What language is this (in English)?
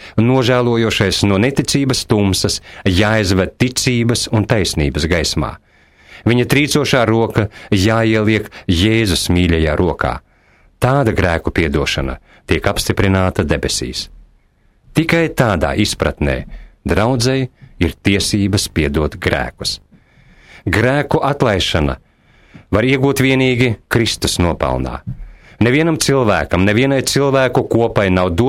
Latvian